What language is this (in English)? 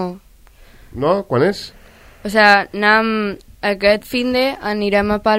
Catalan